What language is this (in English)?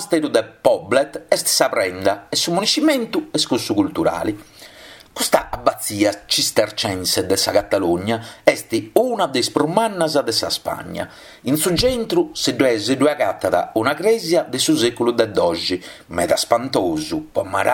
Sardinian